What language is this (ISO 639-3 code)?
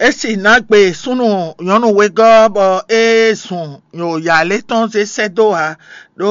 fon